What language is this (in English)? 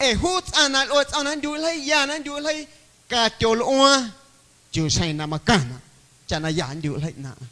Guerrero Amuzgo